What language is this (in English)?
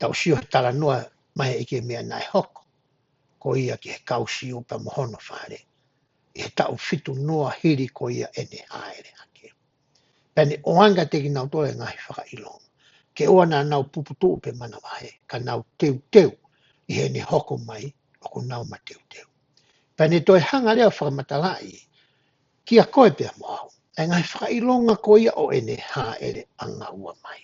Tongan